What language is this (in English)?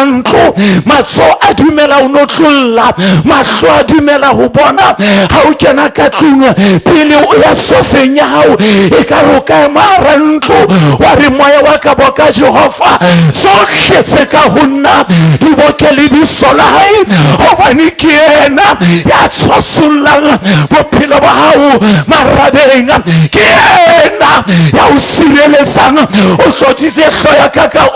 Southern Sotho